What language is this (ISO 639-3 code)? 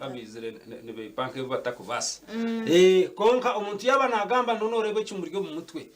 nyn